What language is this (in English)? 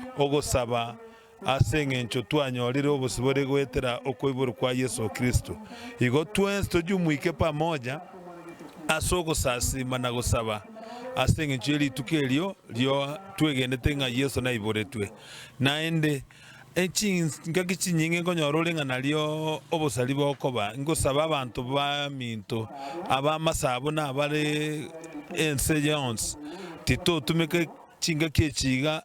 Gusii